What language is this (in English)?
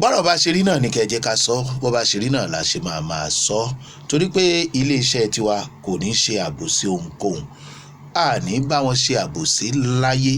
Yoruba